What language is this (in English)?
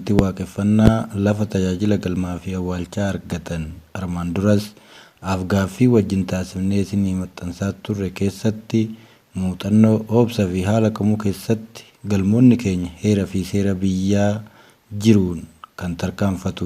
Oromo